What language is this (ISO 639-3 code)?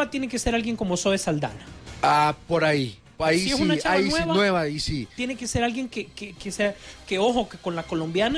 spa